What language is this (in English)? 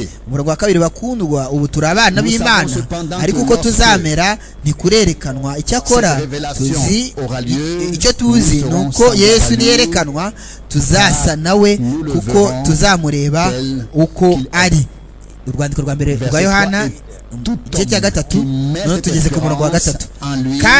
Kinyarwanda